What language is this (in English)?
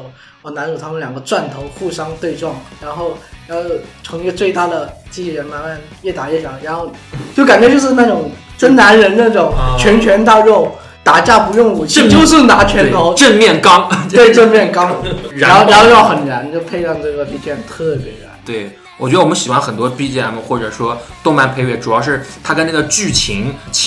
Chinese